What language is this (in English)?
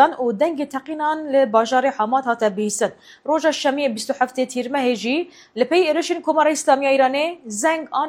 Kurdish